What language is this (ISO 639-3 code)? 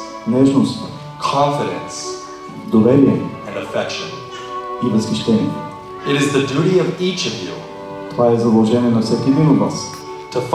bul